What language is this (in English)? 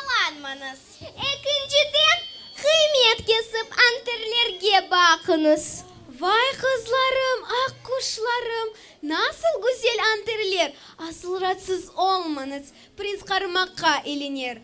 Crimean Tatar